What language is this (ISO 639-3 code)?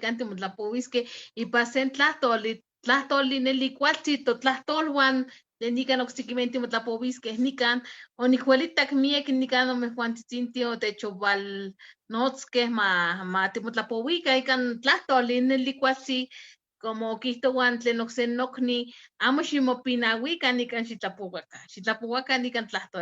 nhe